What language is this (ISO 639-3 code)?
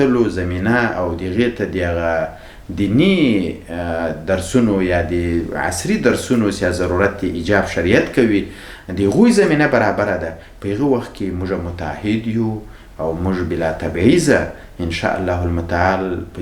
pus